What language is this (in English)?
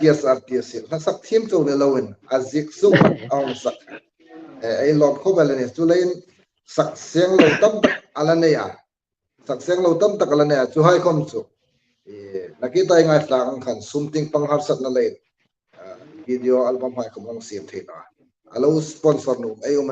Hmar